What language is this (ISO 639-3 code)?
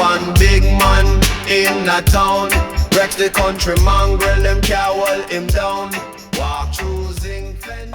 jam